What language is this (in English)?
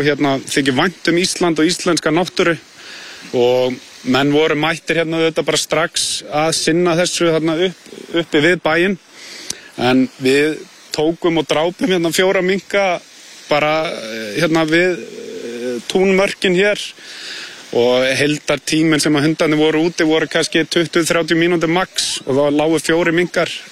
Icelandic